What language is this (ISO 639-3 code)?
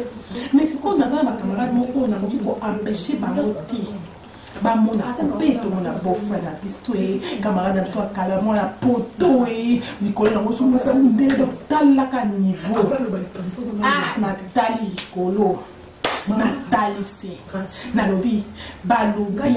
lin